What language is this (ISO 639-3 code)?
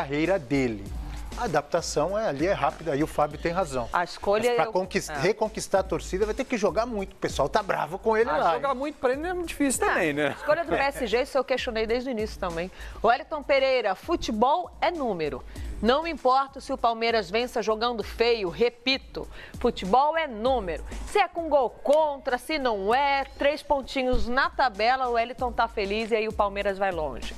por